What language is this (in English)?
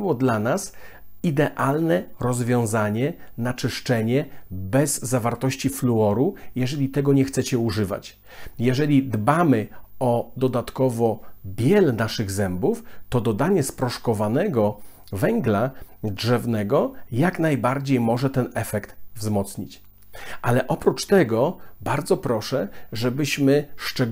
Polish